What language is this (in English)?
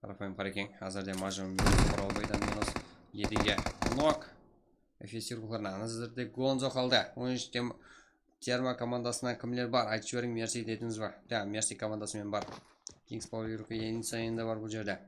Kara-Kalpak